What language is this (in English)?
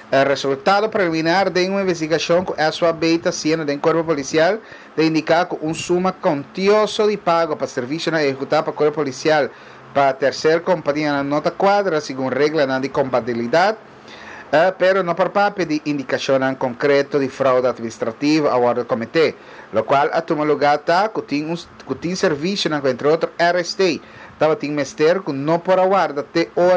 Papiamento